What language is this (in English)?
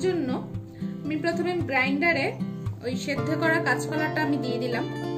Bangla